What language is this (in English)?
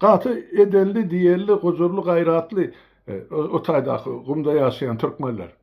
Turkmen